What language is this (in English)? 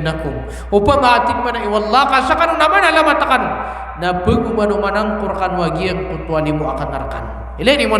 Maranao